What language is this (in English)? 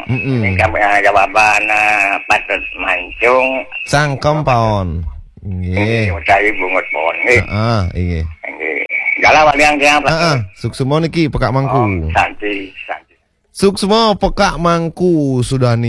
Balinese